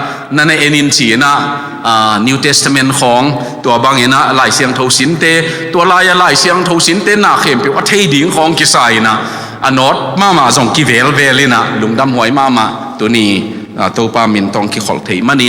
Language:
Tedim Chin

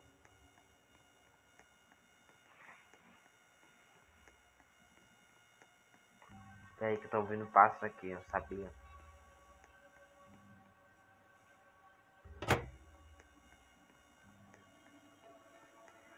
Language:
Portuguese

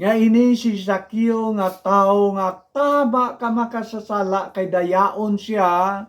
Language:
Hiligaynon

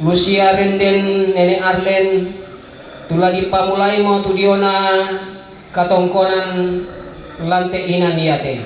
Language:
Toraja-Sa'dan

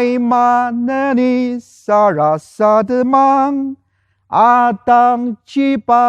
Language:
Ao Naga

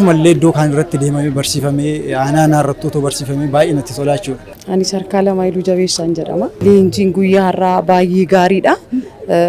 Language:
Oromo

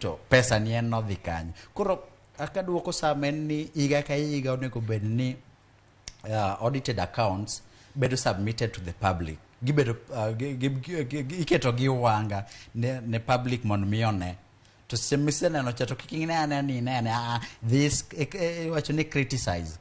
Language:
Luo (Kenya and Tanzania)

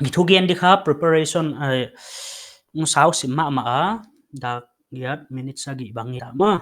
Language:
Paite Chin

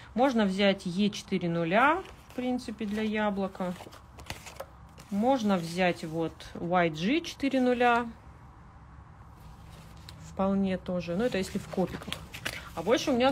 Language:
Russian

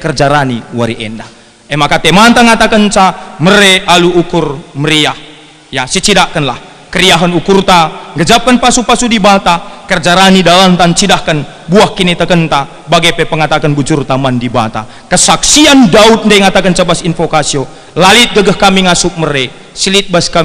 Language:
Batak Karo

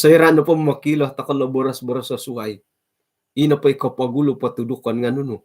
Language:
Central Dusun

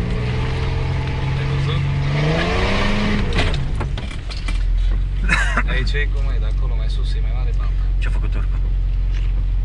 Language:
Romanian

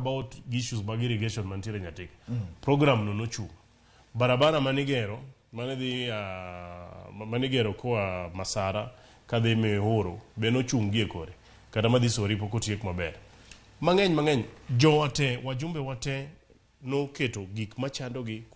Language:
Luo (Kenya and Tanzania)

